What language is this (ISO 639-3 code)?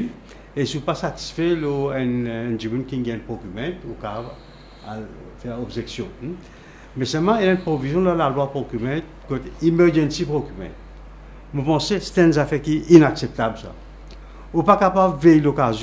mfe